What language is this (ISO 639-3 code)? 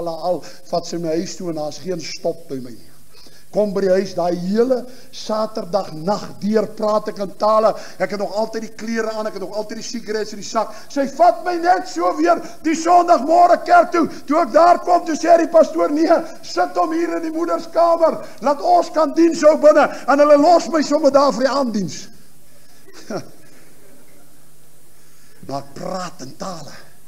afr